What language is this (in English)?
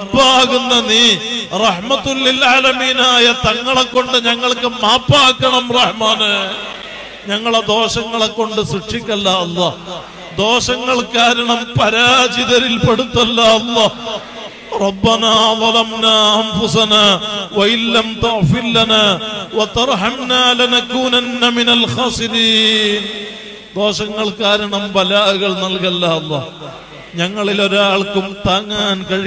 Malayalam